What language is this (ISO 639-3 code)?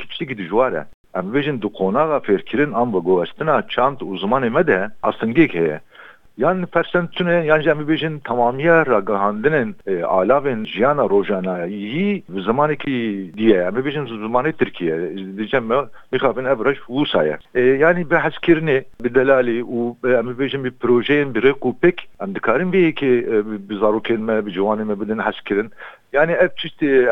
kur